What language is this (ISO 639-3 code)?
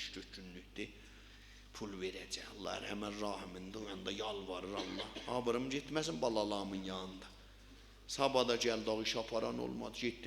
azb